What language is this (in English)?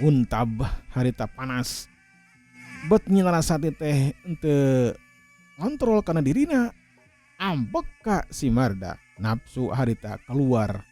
Sundanese